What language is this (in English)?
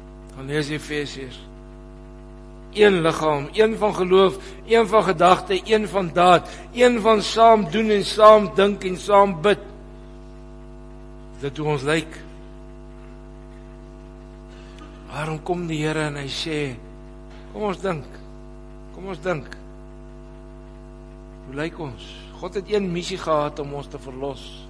Afrikaans